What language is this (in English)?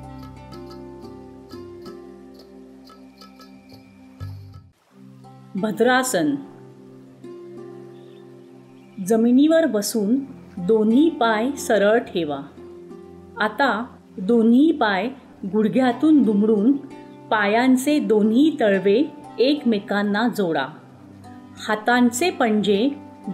Marathi